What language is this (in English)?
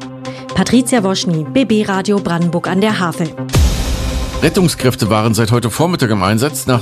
German